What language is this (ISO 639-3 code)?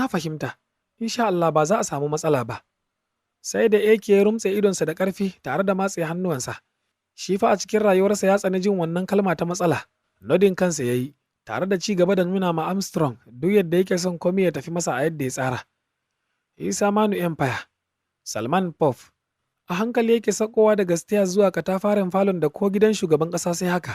hau